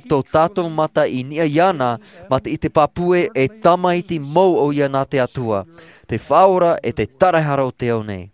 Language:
Tahitian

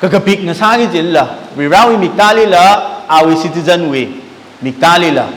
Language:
Tangkhul Naga (India)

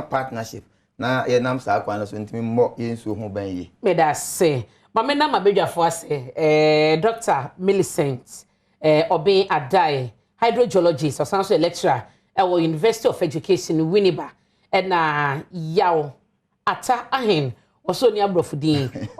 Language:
Akan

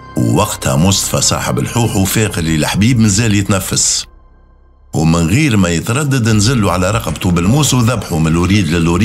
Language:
Tunisian Arabic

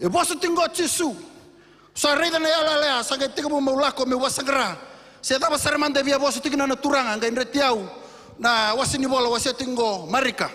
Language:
Fijian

